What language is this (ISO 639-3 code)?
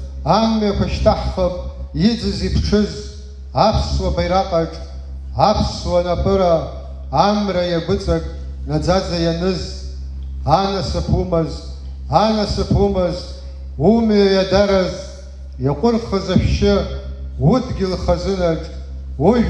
abk